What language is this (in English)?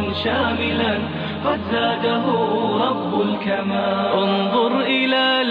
Chechen